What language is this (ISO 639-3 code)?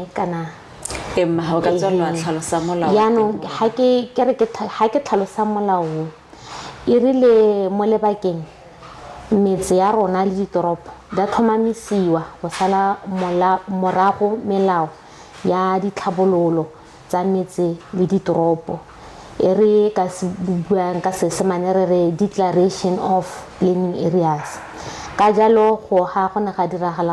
tsn